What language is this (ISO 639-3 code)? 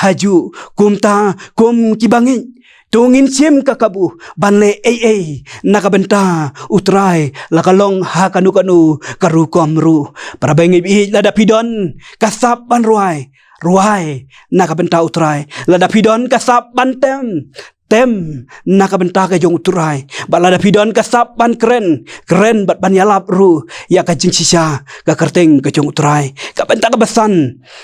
kha